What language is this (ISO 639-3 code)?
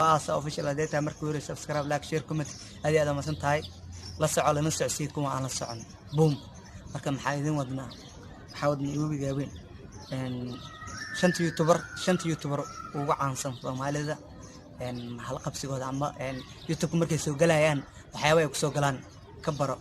som